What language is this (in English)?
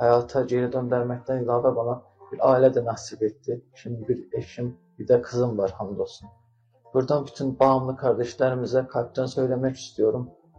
Turkish